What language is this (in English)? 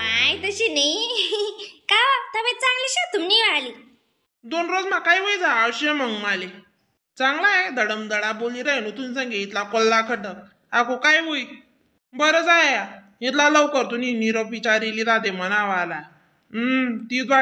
Khandesi